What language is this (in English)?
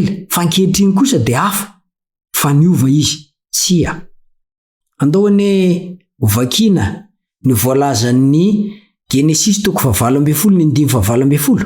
Malagasy